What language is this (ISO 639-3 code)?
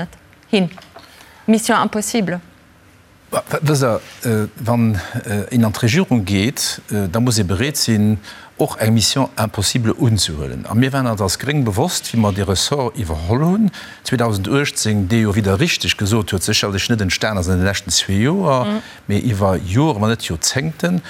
ltz